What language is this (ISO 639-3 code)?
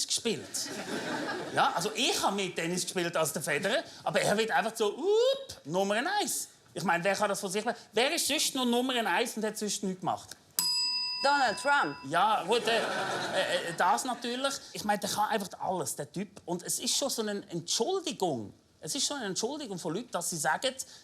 gsw